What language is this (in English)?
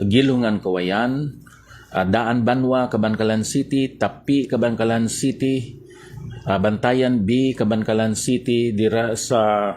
Hiligaynon